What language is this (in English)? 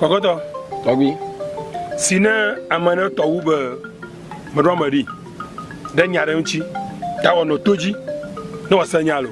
Ewe